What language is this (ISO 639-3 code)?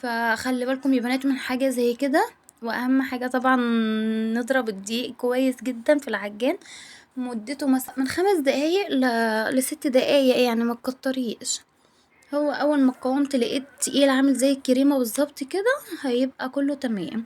arz